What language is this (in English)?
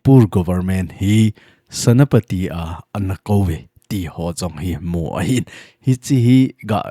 Thado Chin